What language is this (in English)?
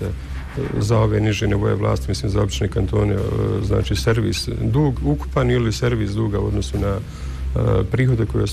Bosnian